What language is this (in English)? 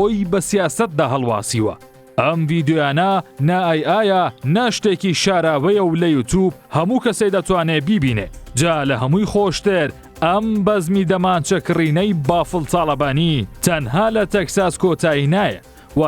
Central Kurdish